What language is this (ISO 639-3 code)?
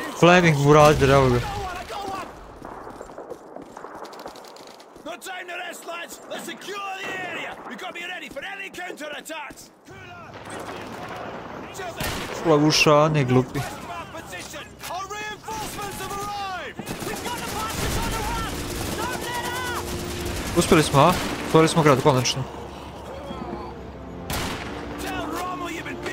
hrv